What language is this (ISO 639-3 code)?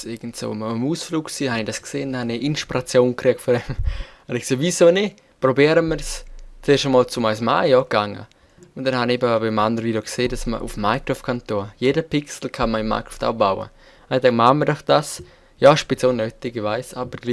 gsw